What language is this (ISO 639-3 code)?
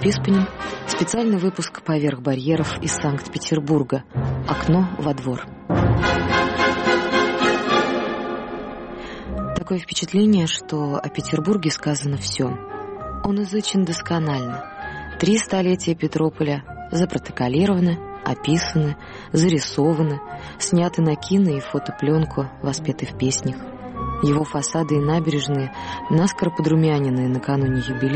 rus